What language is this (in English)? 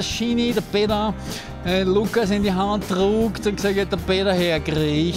Bavarian